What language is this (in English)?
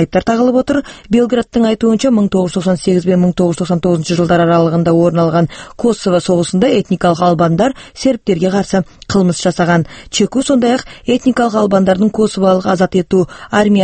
Kazakh